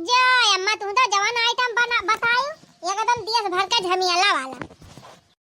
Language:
Awadhi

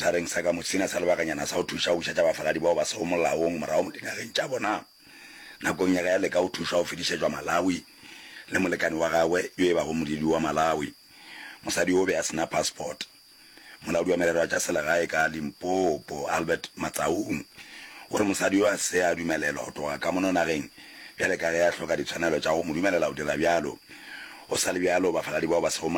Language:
Northern Sotho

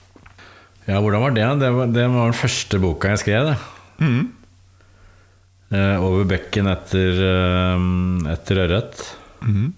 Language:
Norwegian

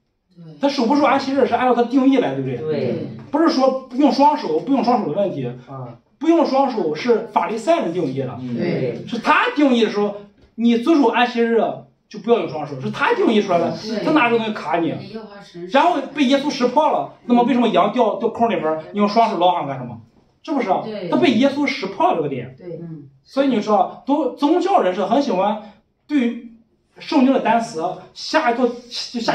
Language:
Chinese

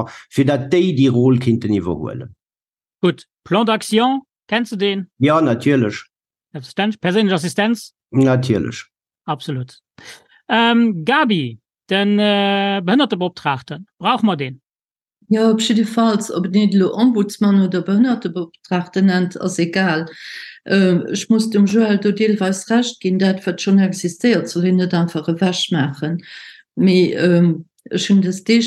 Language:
Luxembourgish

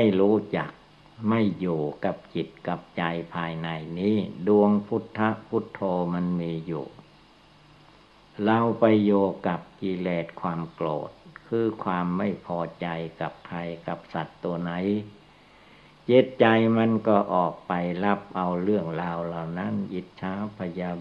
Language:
Thai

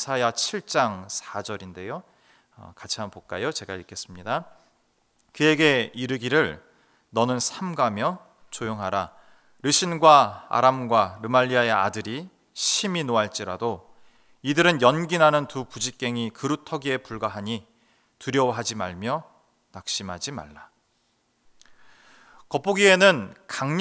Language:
Korean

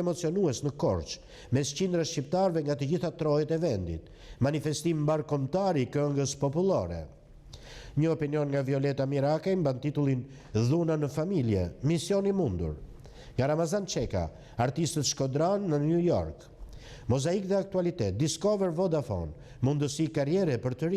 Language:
Albanian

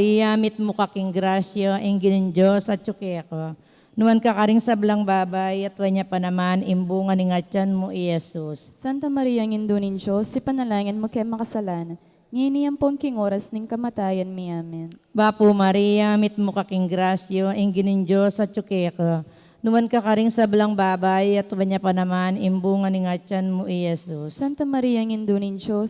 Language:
Pampanga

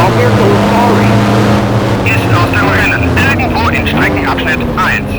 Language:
Bavarian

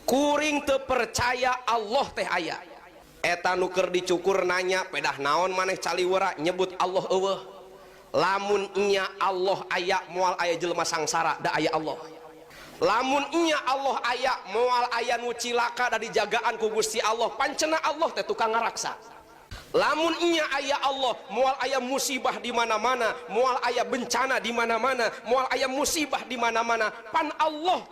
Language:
Sundanese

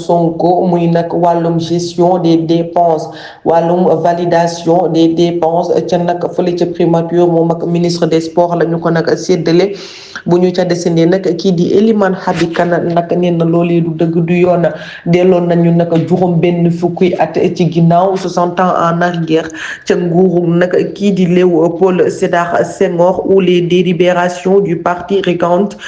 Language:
Wolof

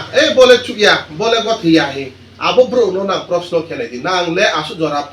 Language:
Kok Borok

